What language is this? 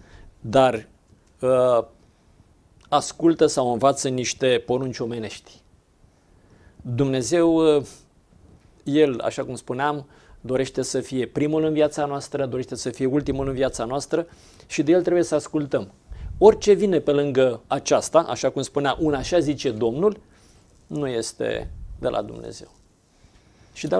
Romanian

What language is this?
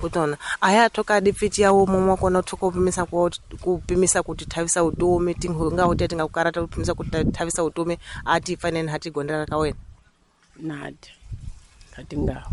Tsonga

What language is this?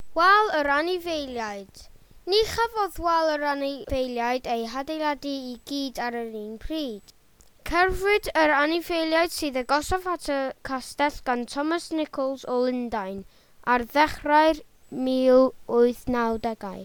Welsh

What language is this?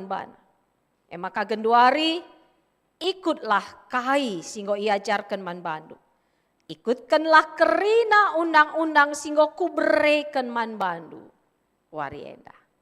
Batak Karo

